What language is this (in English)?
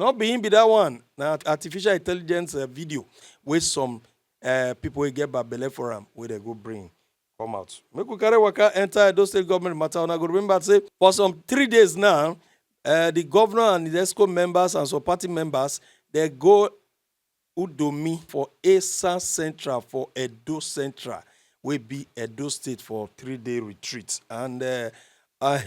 Nigerian Pidgin